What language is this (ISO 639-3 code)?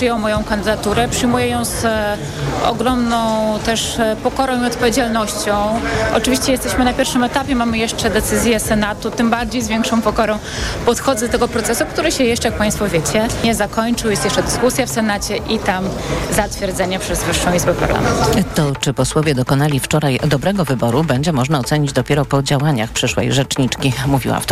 pol